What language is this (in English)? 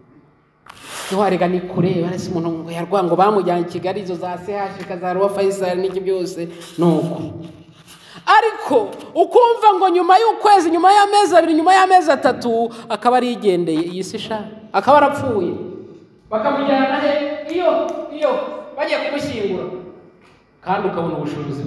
Kinyarwanda